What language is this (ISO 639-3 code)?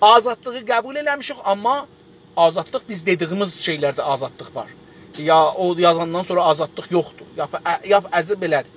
azb